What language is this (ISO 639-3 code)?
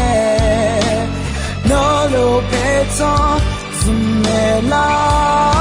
ahk